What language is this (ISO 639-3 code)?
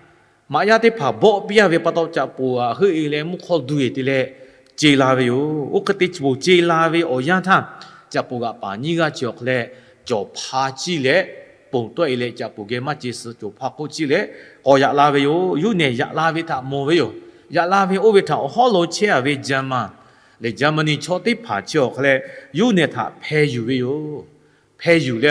lhu